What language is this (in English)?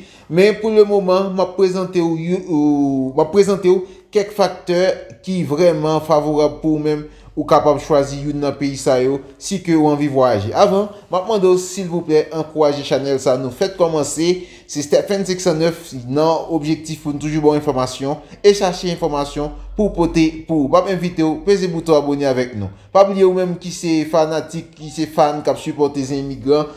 Haitian Creole